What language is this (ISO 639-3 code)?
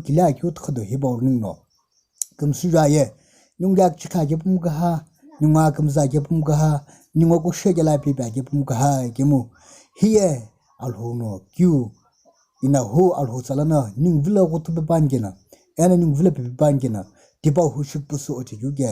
nsm